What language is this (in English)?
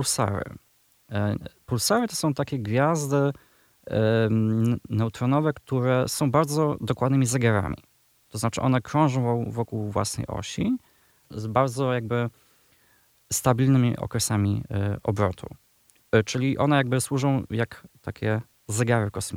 Polish